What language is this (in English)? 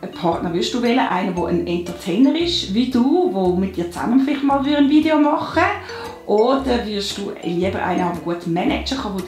Swiss German